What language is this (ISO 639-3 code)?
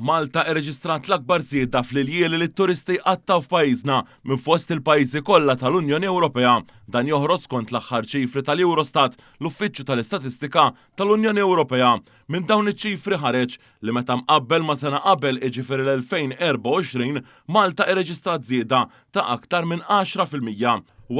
mlt